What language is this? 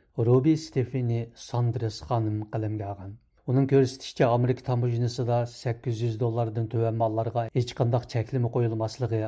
Uyghur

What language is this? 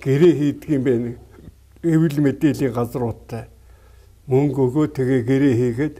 Mongolian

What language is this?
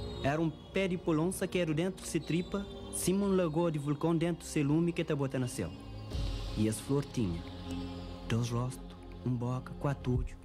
Kabuverdianu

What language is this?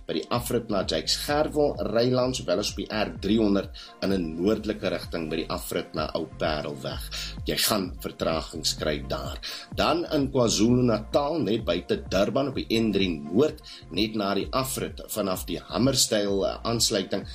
Afrikaans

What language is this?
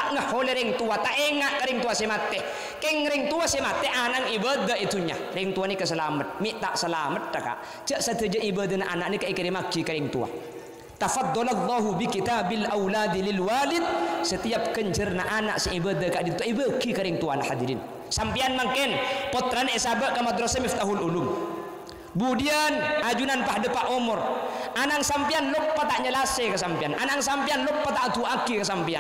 Madurese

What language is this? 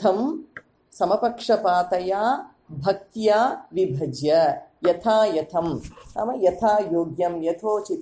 Sanskrit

